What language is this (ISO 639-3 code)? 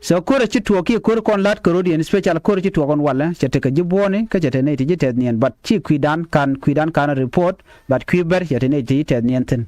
nus